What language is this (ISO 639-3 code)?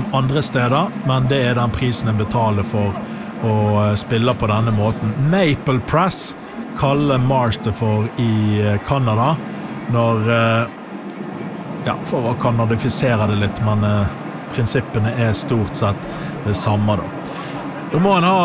nor